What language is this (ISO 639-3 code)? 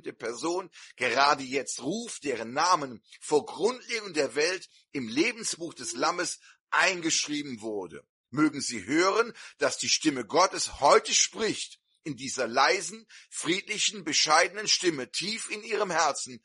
deu